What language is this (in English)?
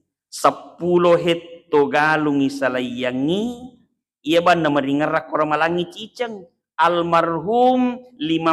Buginese